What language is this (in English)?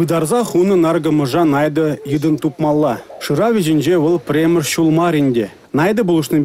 Chuvash